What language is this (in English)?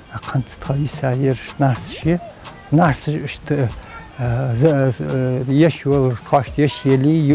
Ingush